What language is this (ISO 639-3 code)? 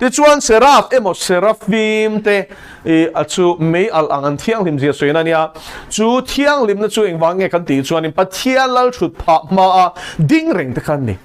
lus